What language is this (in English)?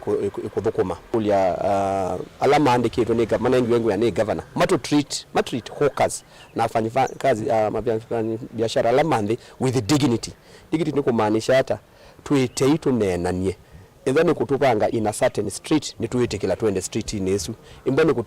Kamba